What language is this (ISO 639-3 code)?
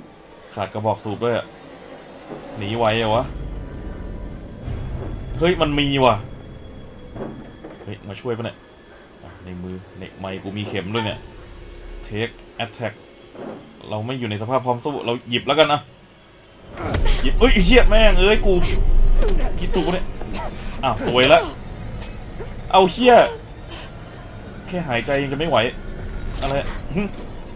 tha